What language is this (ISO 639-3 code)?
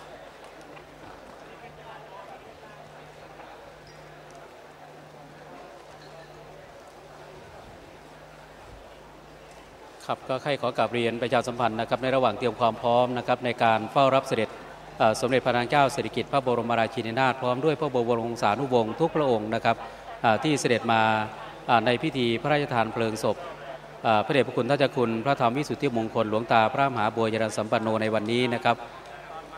tha